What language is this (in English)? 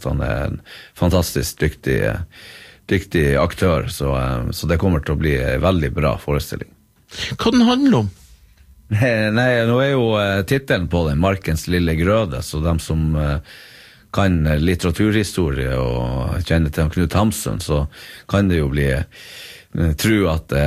Norwegian